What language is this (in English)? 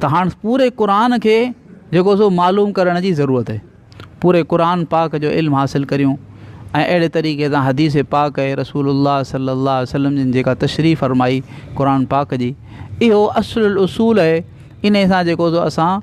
Sindhi